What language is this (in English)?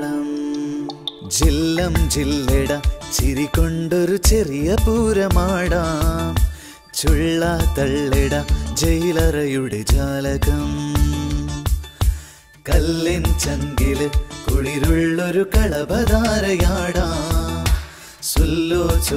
Malayalam